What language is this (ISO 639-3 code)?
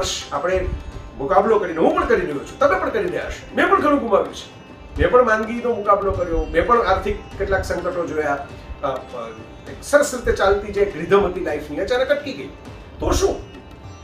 guj